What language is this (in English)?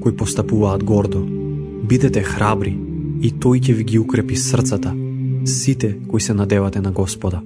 Macedonian